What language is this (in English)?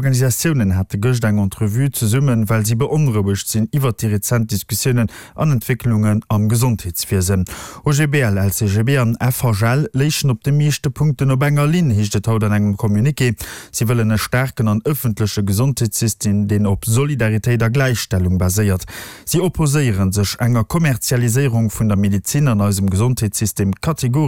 Luxembourgish